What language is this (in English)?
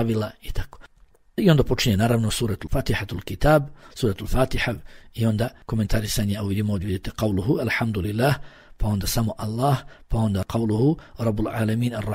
Bosnian